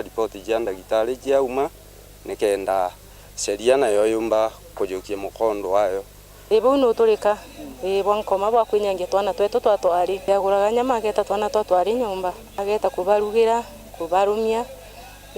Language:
Meru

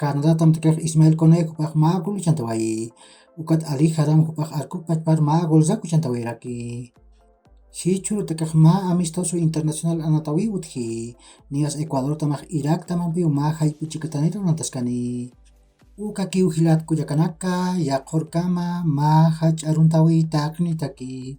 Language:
Aymara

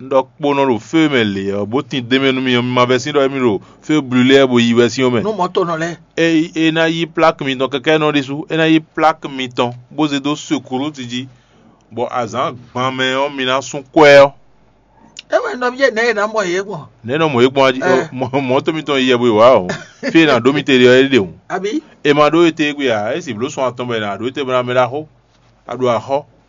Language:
Fon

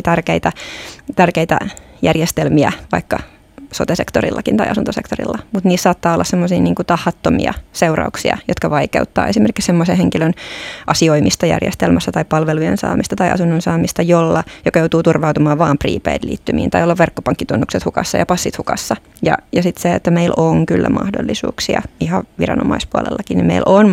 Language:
Finnish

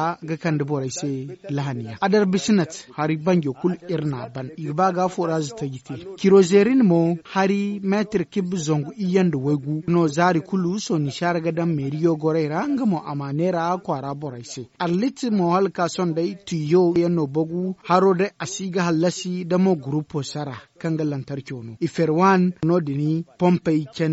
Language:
Zarma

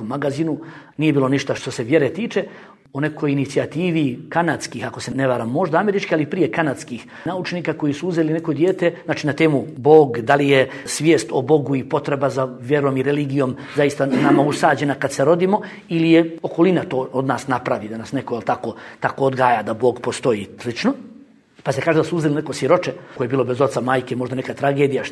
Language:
Bosnian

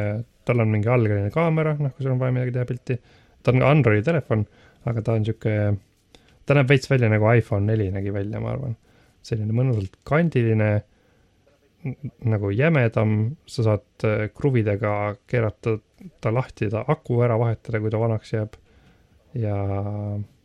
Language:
Estonian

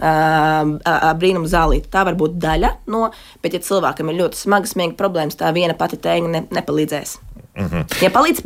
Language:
Latvian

